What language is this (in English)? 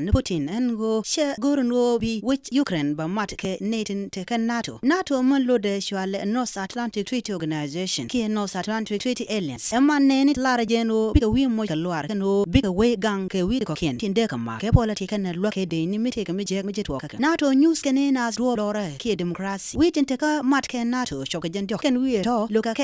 Nuer